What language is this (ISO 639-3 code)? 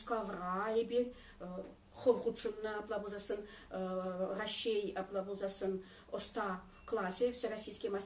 chv